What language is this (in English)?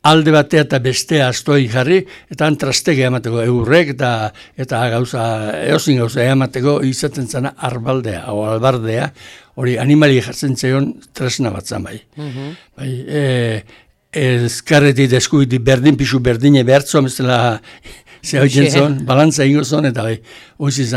Basque